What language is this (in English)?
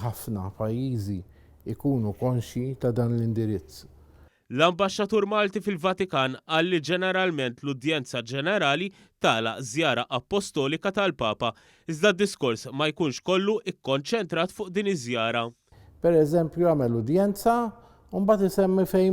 Maltese